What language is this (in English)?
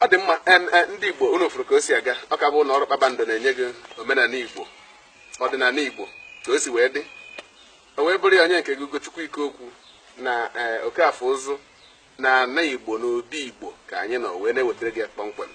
Igbo